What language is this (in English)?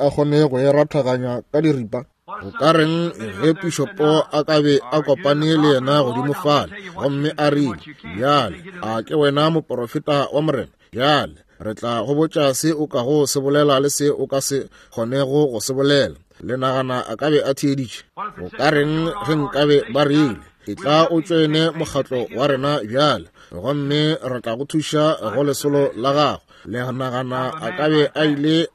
Northern Sotho